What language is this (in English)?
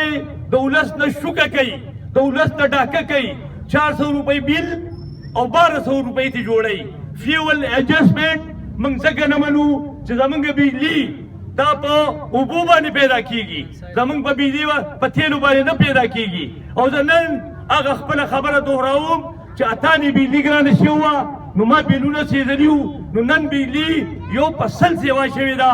Pashto